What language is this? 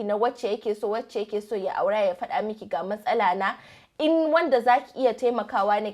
Hausa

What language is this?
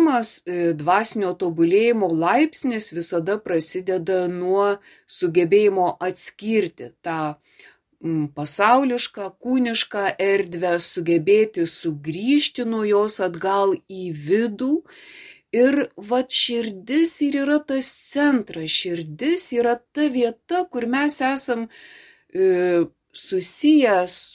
Lithuanian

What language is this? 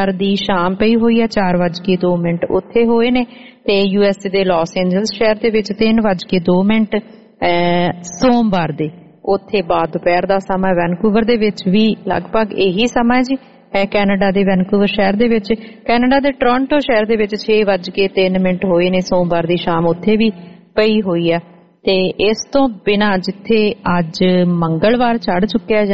Punjabi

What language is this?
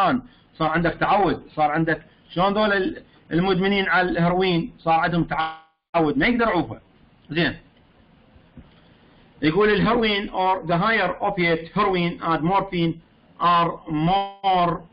Mesopotamian Arabic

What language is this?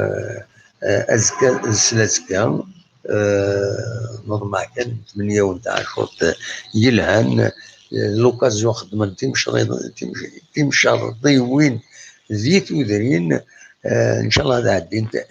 Kabyle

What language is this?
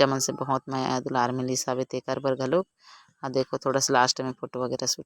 Chhattisgarhi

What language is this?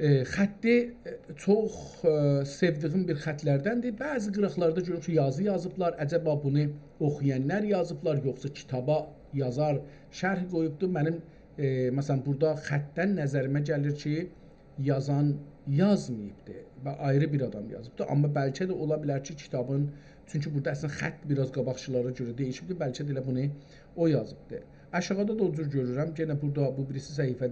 South Azerbaijani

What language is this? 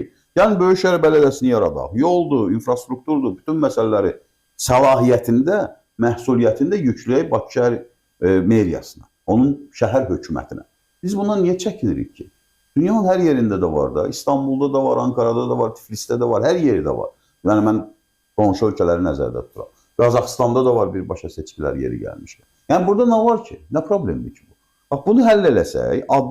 Azerbaijani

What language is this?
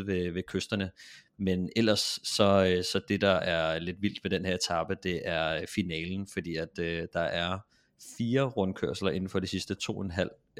Danish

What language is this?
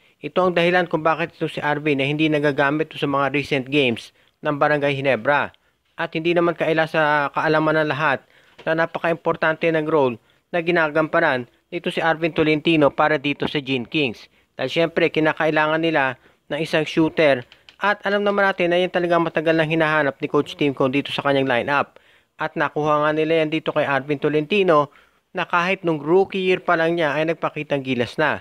Filipino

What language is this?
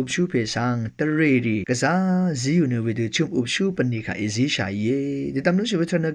Rawang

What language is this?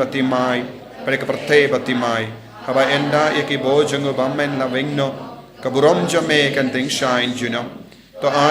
Khasi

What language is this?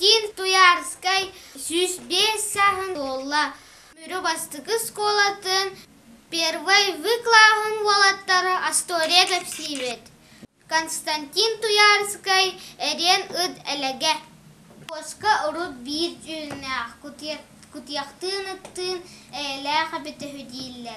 Yakut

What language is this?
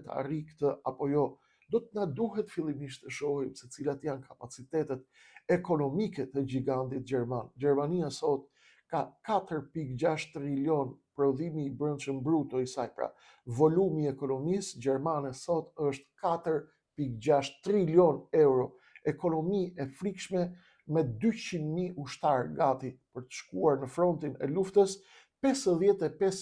Albanian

